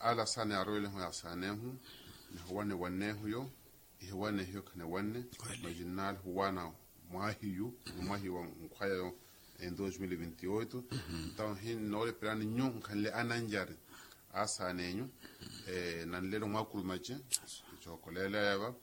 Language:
Makhuwa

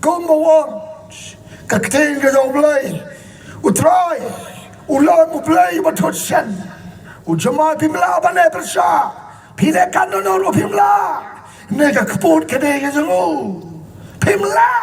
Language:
Khasi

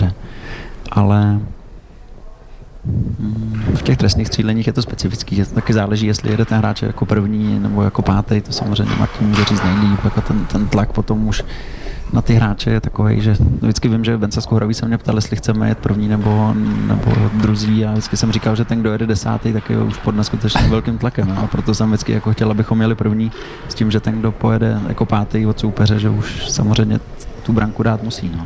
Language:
Czech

